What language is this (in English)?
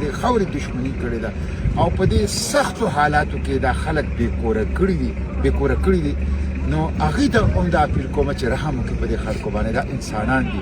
Pashto